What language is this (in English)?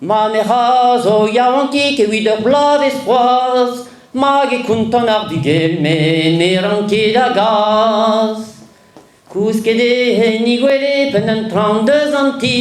Breton